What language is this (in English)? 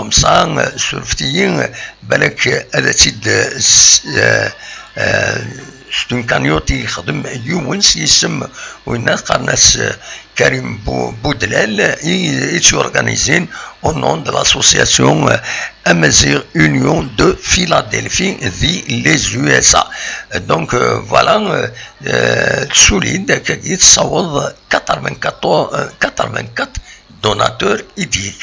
Kabyle